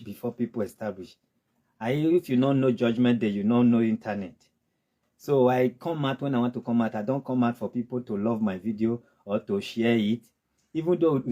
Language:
Nigerian Pidgin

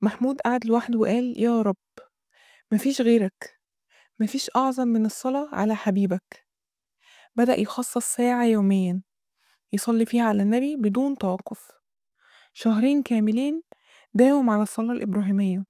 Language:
Egyptian Arabic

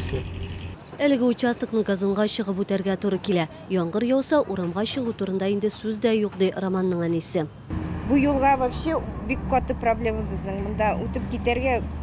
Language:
Tatar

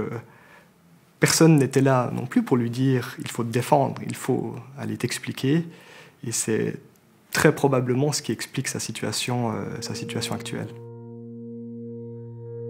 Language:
French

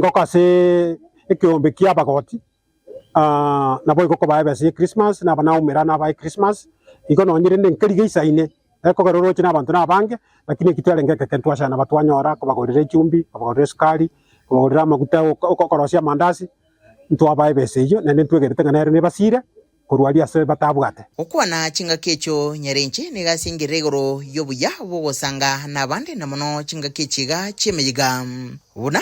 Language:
Gusii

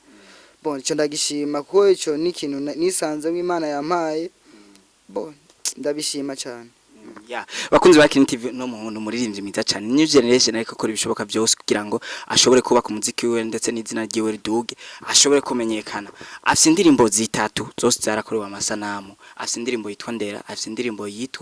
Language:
Rundi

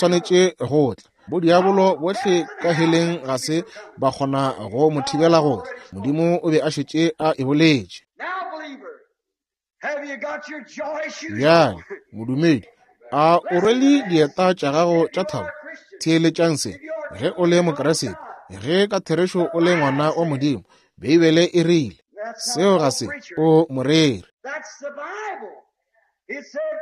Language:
Northern Sotho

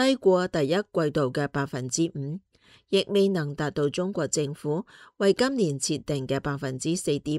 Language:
Cantonese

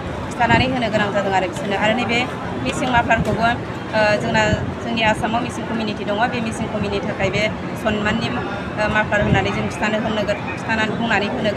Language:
Bodo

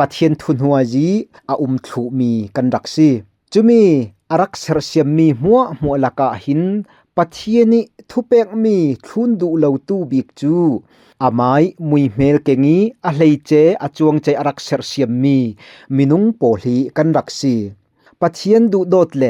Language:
Falam Chin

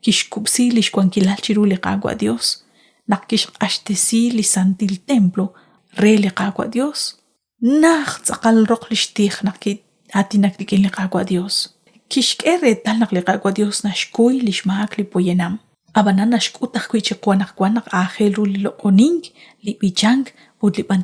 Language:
Kekchí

